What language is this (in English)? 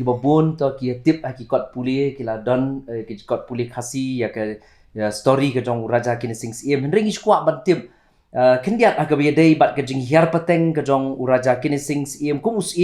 Khasi